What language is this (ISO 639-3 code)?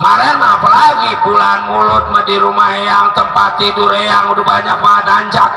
bew